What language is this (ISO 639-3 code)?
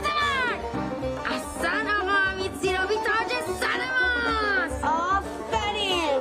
fas